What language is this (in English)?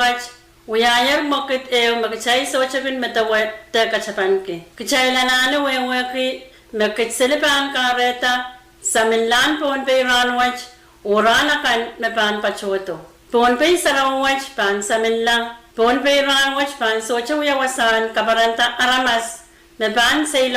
Pohnpeian